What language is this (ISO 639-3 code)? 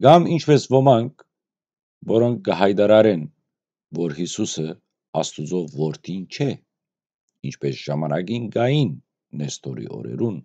hyw